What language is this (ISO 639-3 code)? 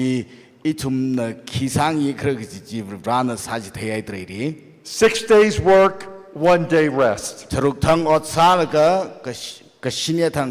nmf